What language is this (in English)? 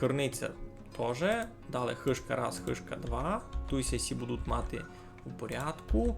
Rusyn